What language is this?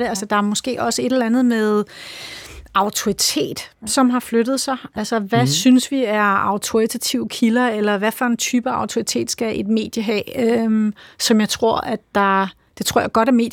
Danish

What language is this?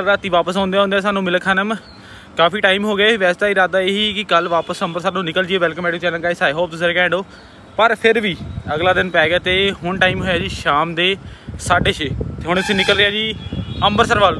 Punjabi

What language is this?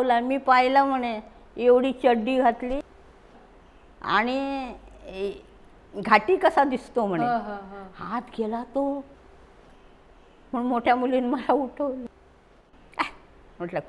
Marathi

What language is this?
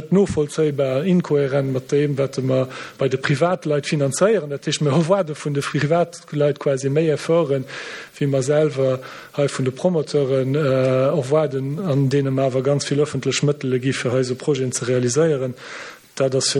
Luxembourgish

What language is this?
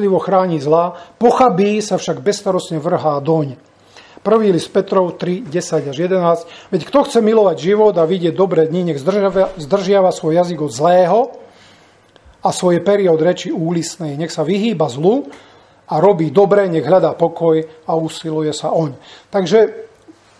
Slovak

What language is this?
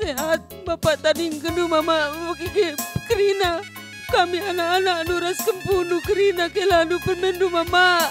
Batak Karo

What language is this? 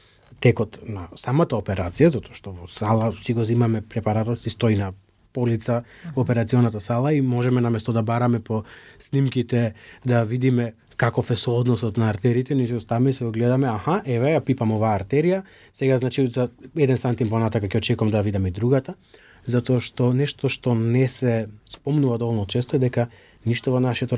Macedonian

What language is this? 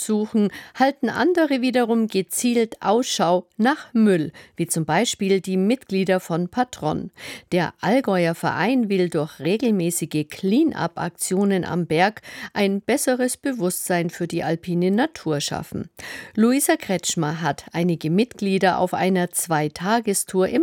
German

